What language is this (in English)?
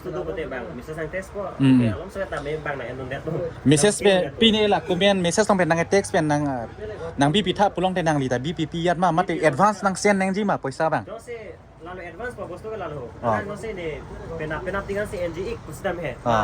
Karbi